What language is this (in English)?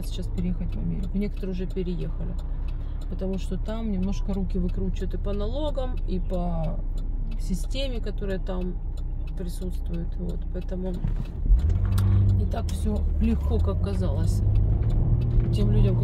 Russian